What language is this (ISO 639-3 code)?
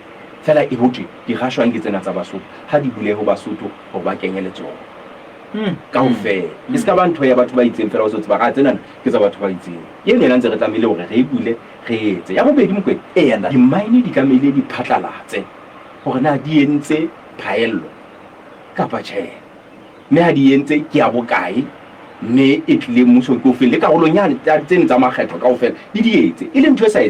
sot